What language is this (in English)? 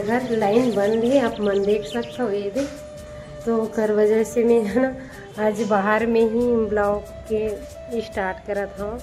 Chhattisgarhi